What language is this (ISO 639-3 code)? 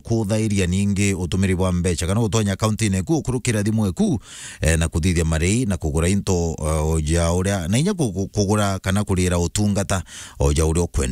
mer